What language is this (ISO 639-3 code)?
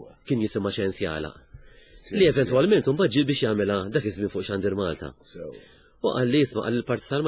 mlt